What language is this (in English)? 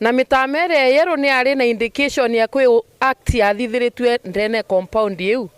Meru